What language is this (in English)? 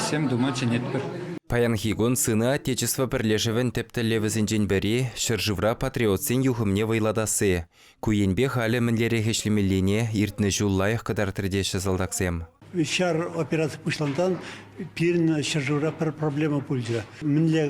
Chuvash